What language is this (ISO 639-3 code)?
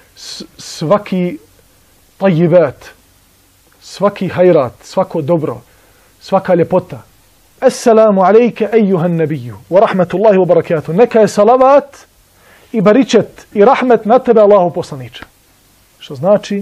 bos